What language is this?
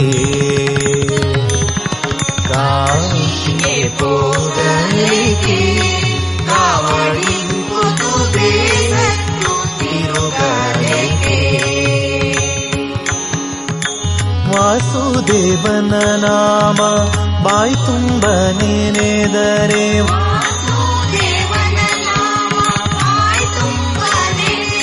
Kannada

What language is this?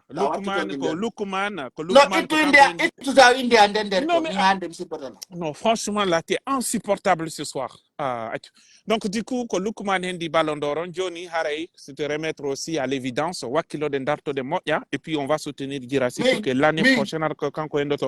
Pular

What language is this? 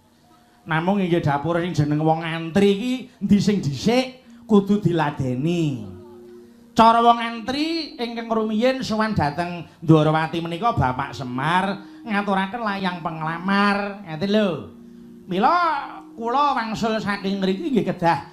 Javanese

